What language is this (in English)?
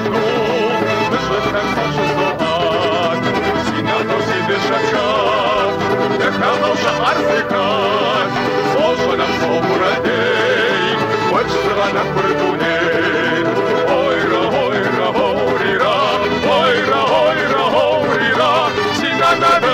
Kabardian